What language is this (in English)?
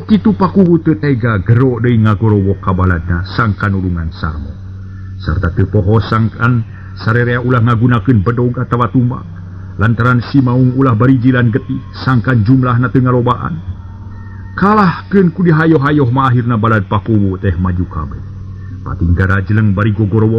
Sundanese